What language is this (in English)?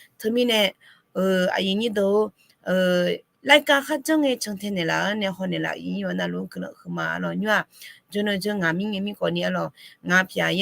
Akha